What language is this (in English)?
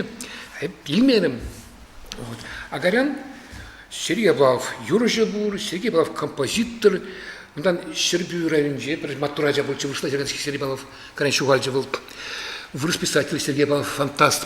Chuvash